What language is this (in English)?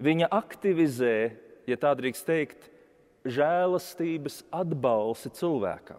Latvian